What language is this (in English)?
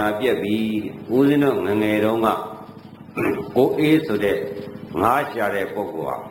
Burmese